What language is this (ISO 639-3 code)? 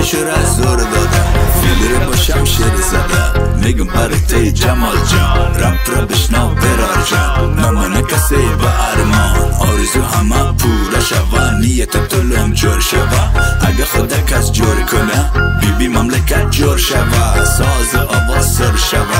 fas